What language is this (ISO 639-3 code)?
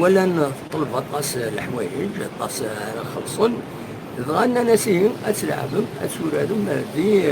kab